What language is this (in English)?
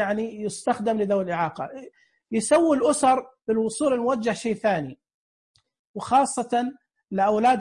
Najdi Arabic